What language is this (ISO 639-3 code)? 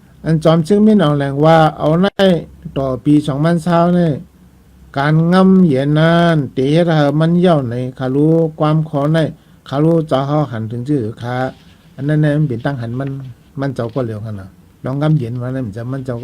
shn